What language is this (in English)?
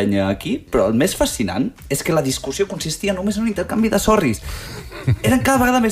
Catalan